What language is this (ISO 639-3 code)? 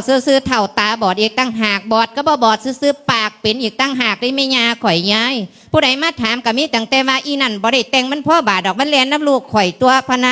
lao